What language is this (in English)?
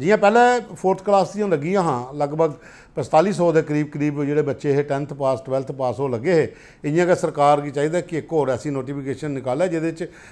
Dogri